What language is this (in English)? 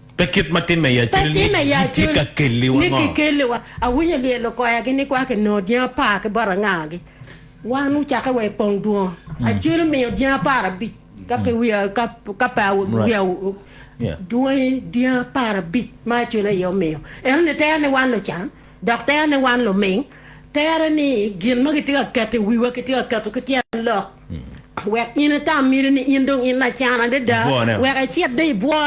Acoli